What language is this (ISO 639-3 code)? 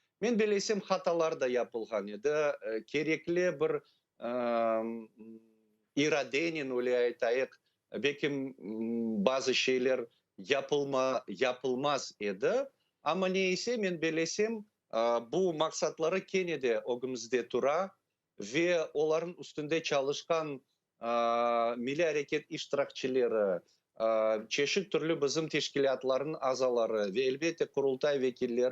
crh